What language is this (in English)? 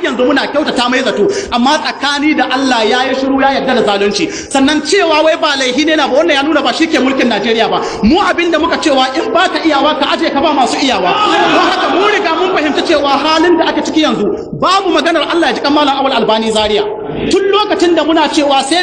Hausa